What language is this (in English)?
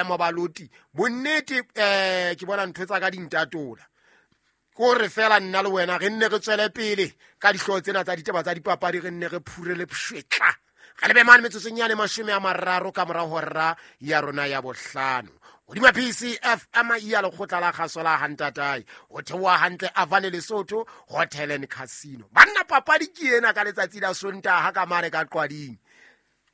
Southern Sotho